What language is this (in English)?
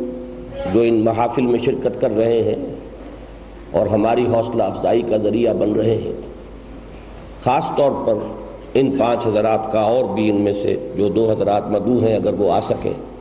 Urdu